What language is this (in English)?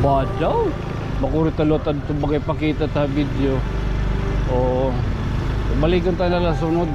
Waray